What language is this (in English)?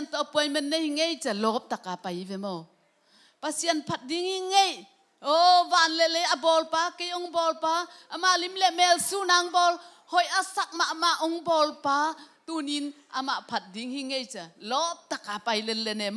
Tedim Chin